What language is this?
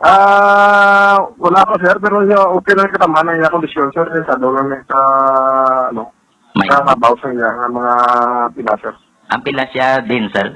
Hiligaynon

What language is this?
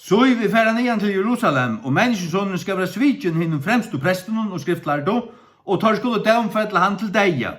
Faroese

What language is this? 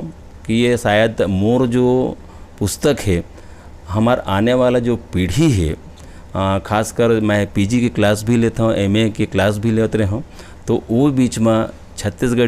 Chhattisgarhi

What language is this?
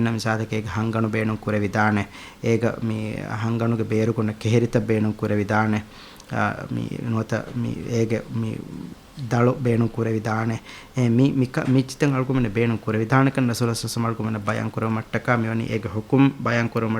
Divehi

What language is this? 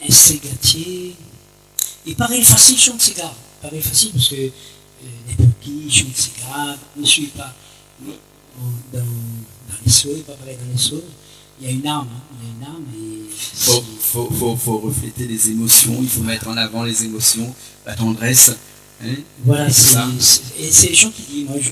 Réunion Creole French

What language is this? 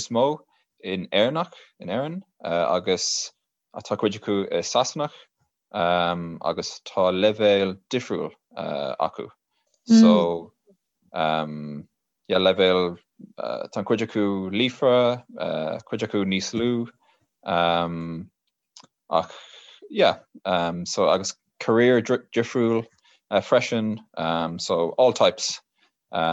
Irish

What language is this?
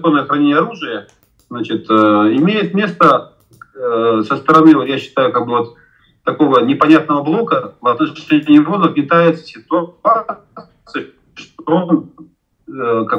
Russian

